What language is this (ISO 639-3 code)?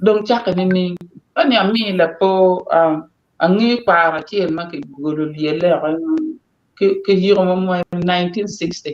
ach